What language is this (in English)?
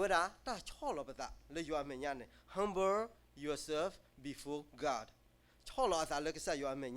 S'gaw Karen